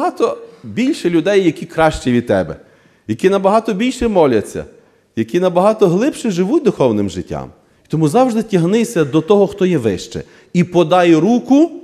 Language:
Ukrainian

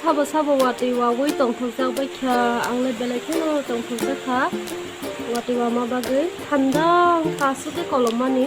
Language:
Kok Borok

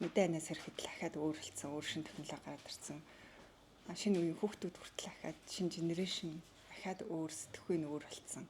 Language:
Mongolian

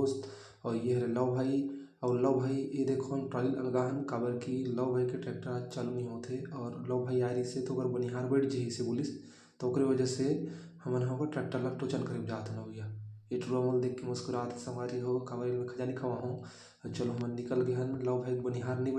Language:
Chhattisgarhi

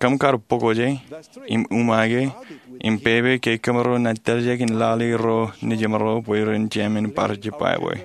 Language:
Marshallese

